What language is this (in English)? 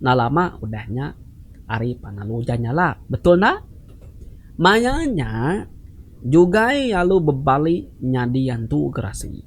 Iban